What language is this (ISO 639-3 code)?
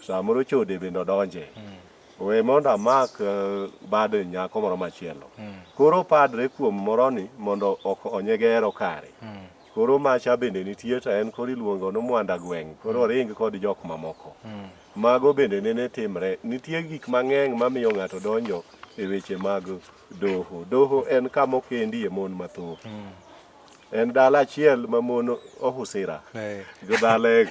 luo